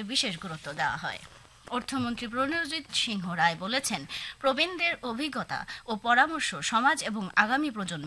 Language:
Bangla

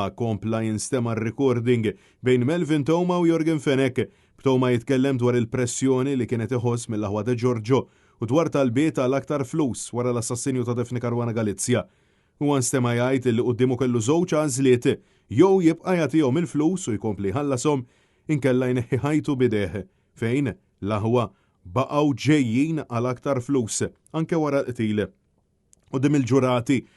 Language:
Maltese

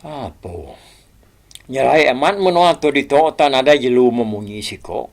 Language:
Iban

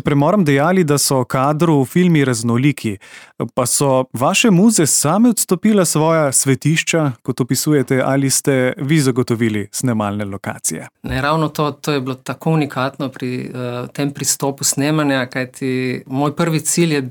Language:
Slovenian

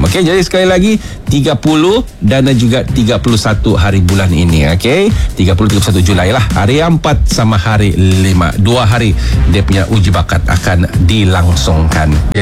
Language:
Malay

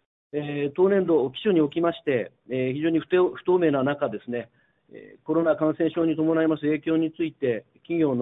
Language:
Japanese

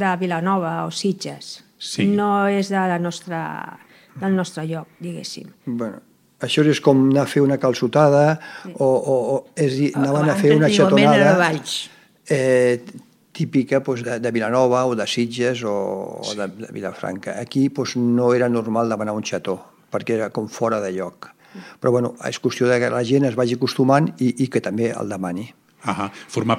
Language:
Catalan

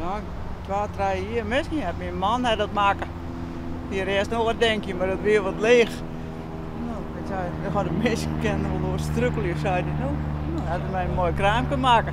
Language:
Western Frisian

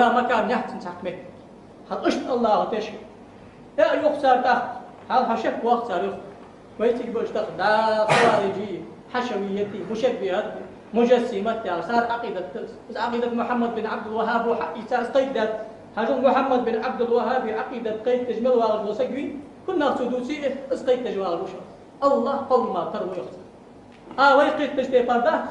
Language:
Ingush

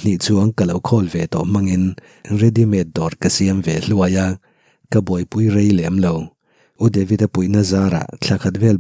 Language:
Mizo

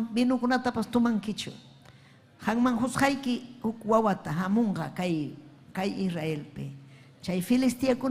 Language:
Ayacucho Quechua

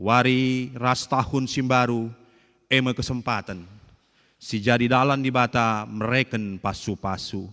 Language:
Batak Karo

